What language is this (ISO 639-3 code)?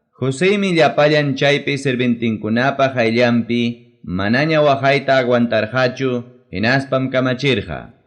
quy